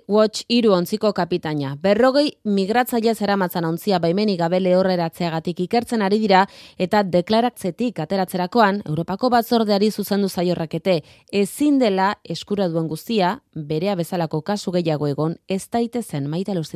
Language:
Basque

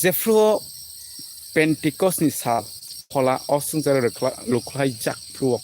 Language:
Kok Borok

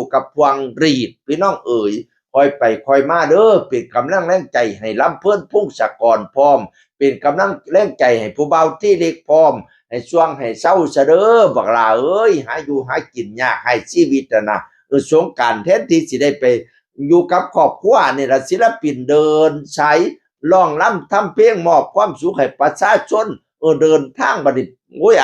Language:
Northeastern Thai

